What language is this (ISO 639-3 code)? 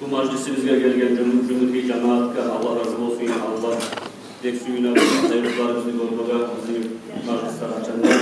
kum